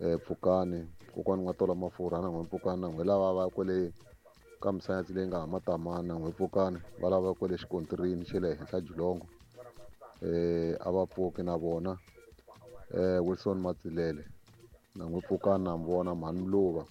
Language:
Tsonga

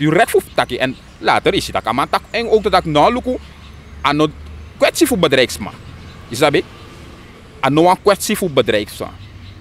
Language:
Sranan Tongo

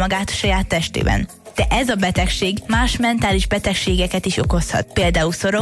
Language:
Hungarian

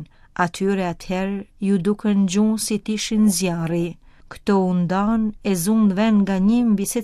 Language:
Albanian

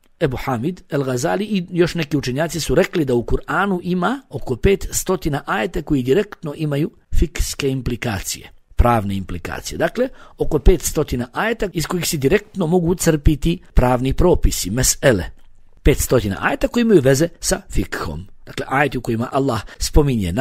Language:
Bosnian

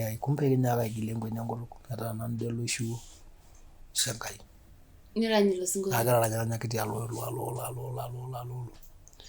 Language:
Masai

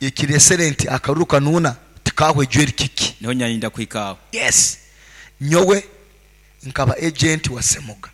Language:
Nyoro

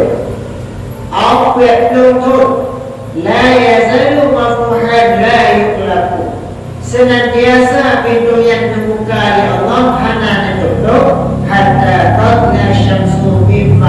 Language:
Achinese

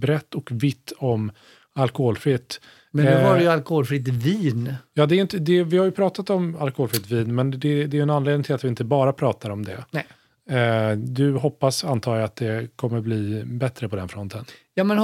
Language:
Swedish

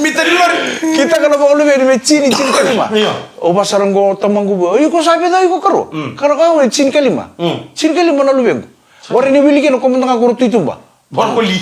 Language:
Fijian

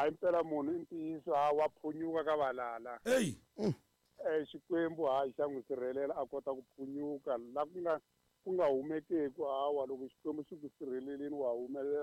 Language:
Tsonga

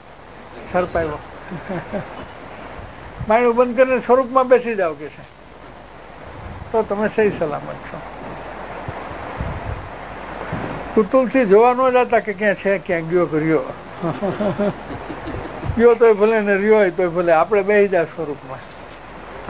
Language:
Gujarati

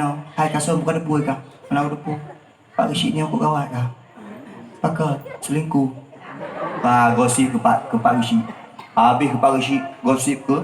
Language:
Achinese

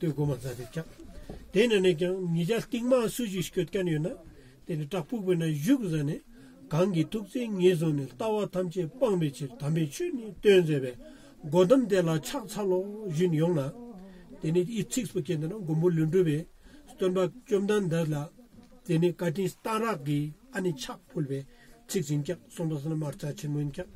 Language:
Ladakhi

